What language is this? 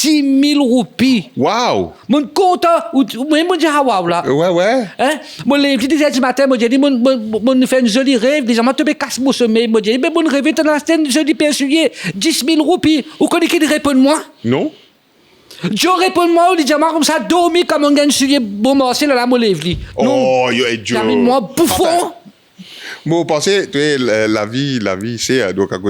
Morisyen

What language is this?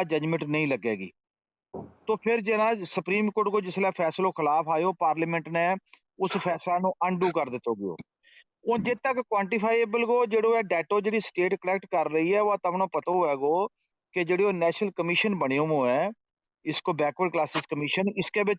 Gujari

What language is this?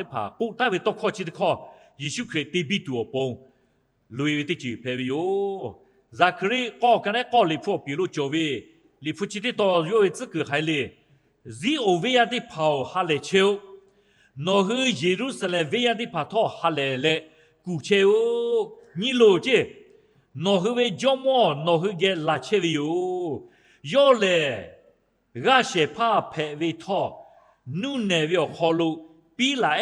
Lahu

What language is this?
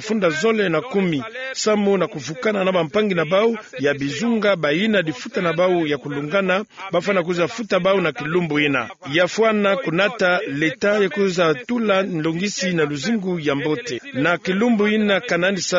Kituba (Democratic Republic of Congo)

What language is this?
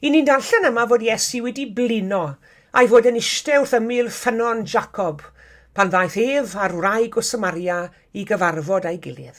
Welsh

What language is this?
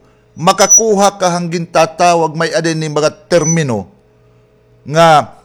Waray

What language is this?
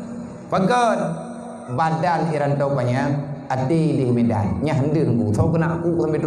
Achinese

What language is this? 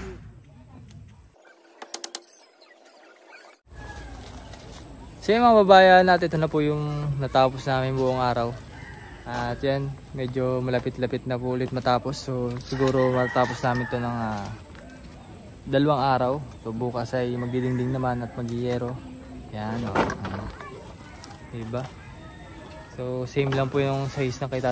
Filipino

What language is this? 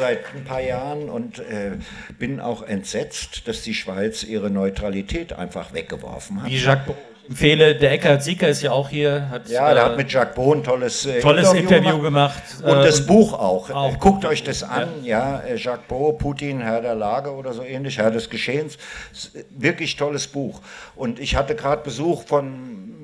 German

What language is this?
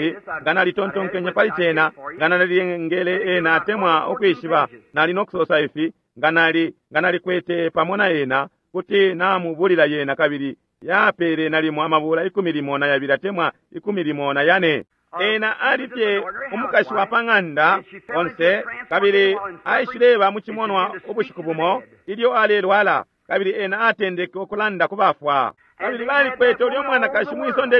Bemba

